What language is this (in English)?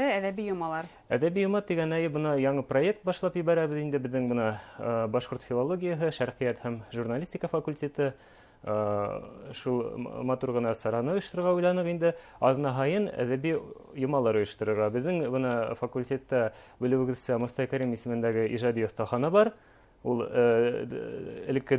Bashkir